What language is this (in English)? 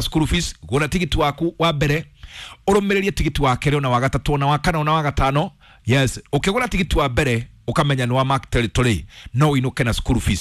Kikuyu